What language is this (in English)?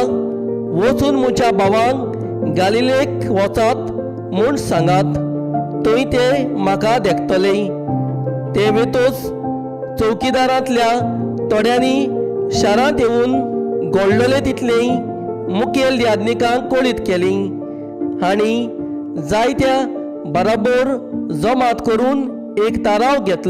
Konkani